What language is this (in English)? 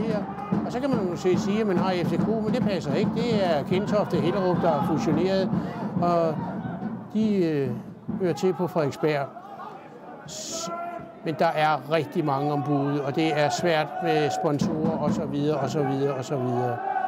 Danish